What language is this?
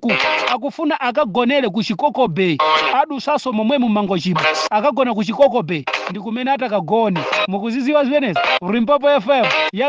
Nyanja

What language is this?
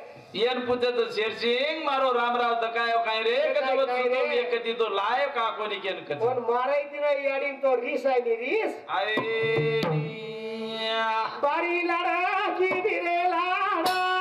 Lambadi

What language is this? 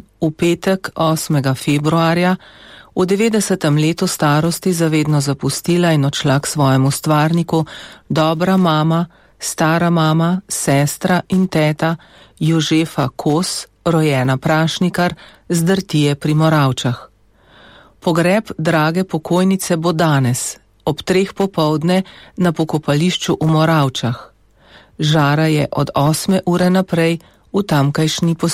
Slovenian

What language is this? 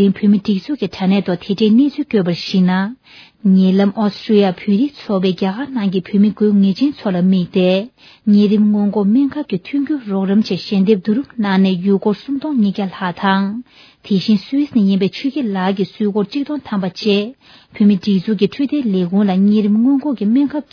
Tibetan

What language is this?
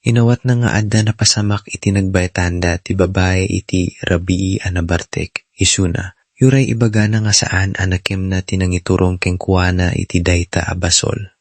Iloko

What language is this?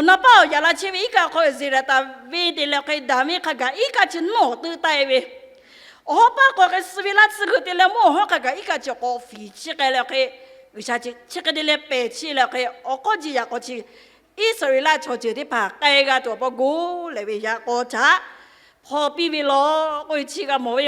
Lahu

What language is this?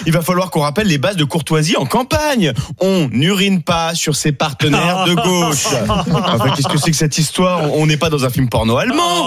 French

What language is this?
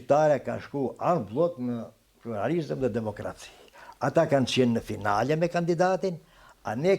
Albanian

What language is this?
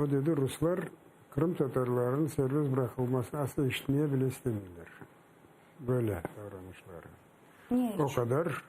Crimean Tatar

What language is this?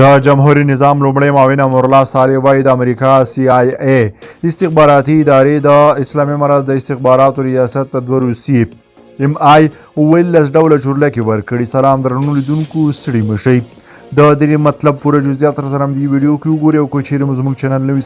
Pashto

